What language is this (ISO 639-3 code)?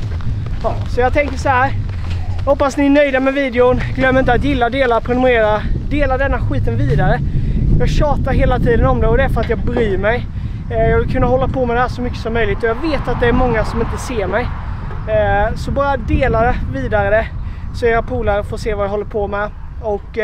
swe